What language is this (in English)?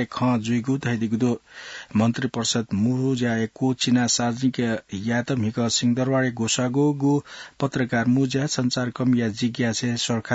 Newari